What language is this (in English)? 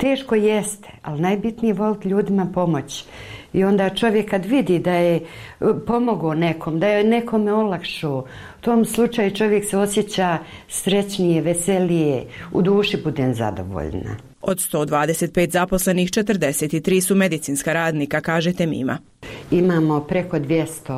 Bosnian